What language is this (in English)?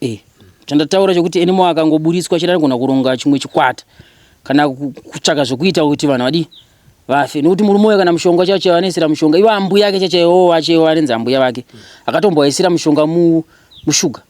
Shona